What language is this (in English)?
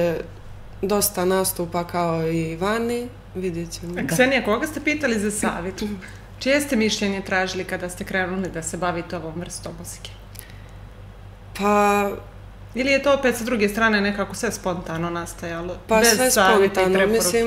Serbian